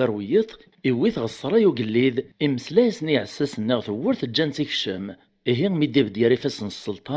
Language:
Kabyle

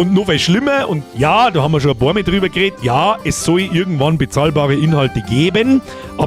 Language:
Bavarian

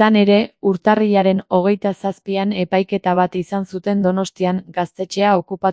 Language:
Basque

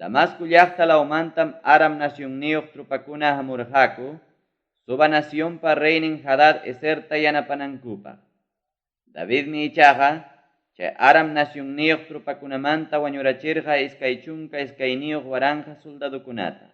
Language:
Ayacucho Quechua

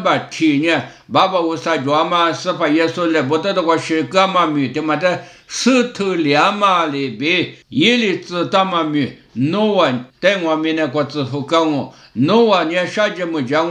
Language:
Lisu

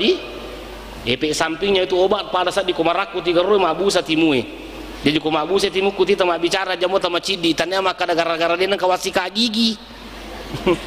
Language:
Buginese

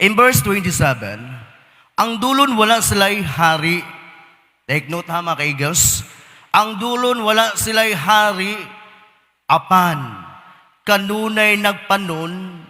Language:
Cebuano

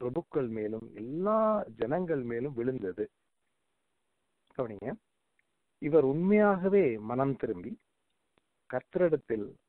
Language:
Tamil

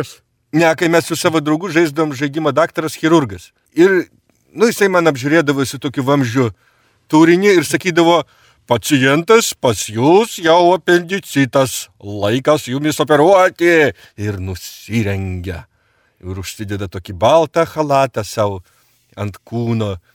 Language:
Lithuanian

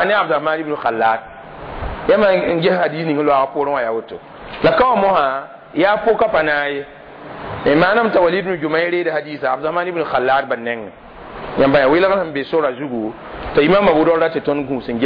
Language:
Mossi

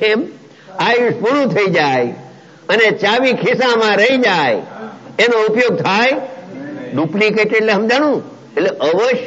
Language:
Gujarati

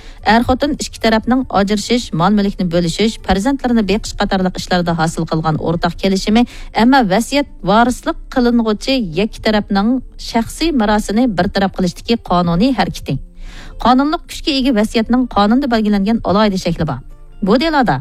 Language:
Uyghur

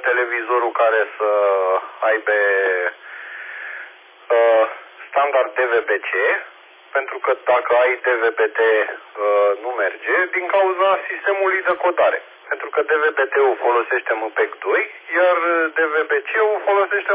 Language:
Romanian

